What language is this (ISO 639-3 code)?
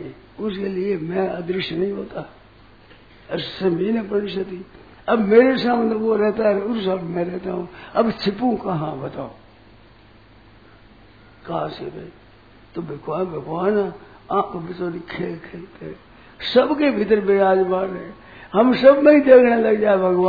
hin